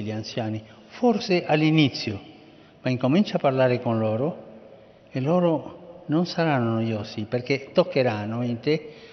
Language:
Italian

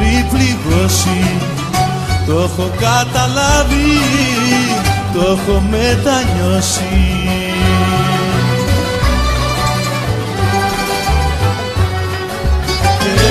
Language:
Greek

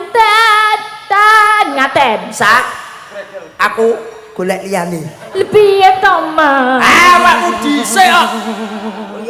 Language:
Javanese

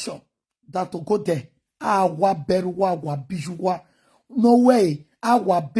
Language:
Nigerian Pidgin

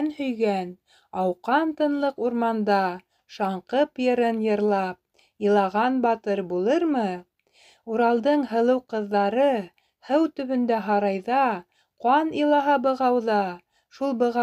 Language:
Bashkir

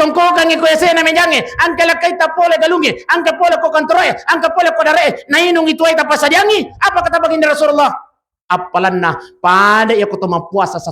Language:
Buginese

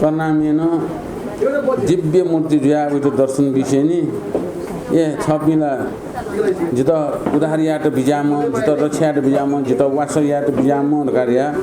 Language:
Newari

